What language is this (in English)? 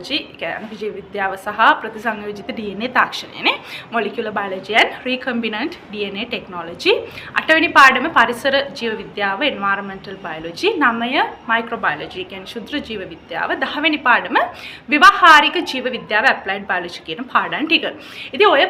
Sinhala